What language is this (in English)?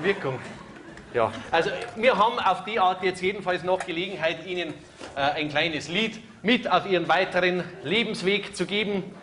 Bavarian